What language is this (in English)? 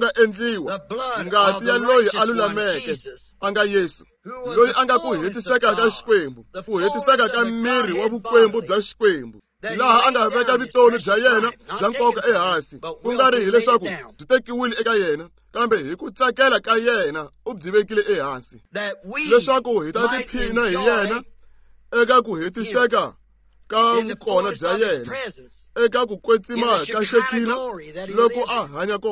Tsonga